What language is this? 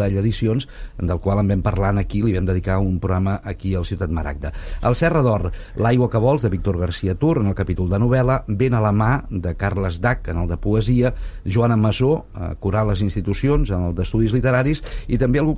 Catalan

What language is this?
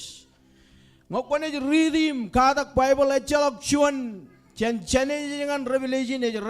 Marshallese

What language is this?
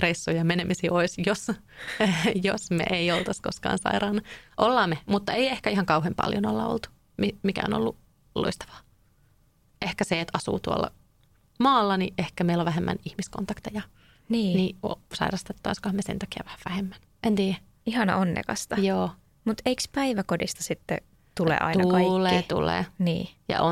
Finnish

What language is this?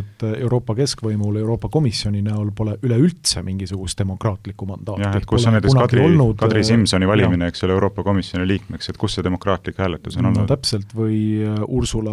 Estonian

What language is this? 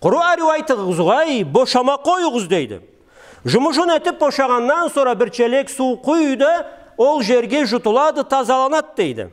Karachay-Balkar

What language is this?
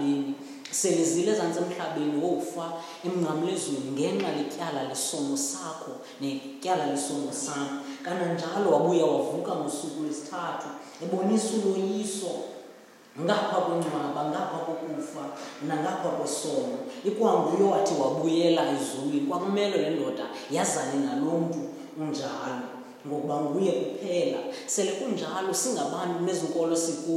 Xhosa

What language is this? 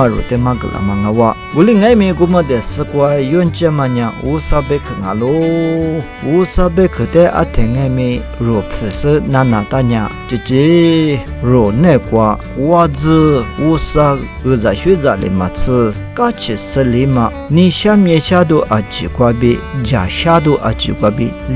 Lisu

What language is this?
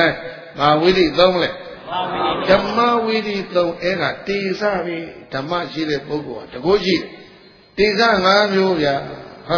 Burmese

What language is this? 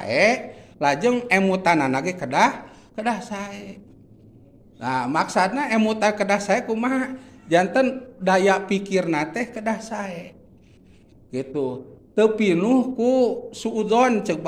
Sundanese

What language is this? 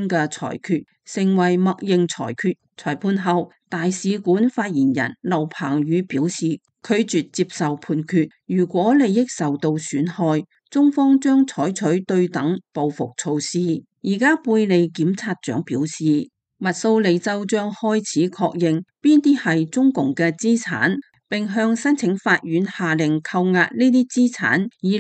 Cantonese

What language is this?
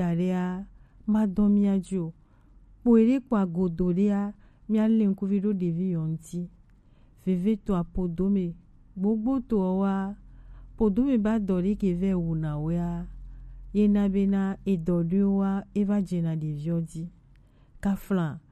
Gen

